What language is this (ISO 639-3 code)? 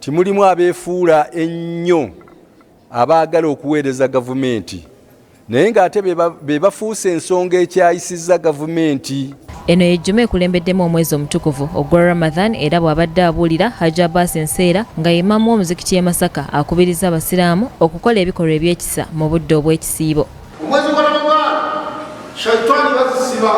lug